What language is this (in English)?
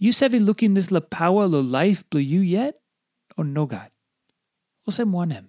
Tok Pisin